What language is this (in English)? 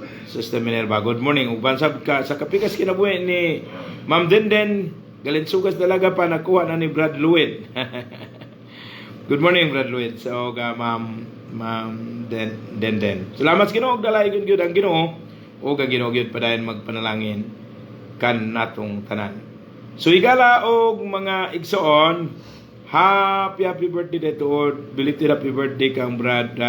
Cebuano